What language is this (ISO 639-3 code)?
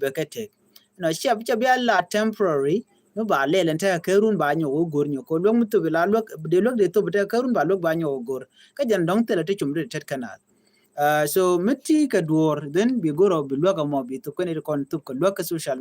nus